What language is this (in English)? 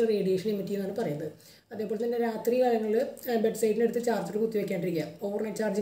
Malayalam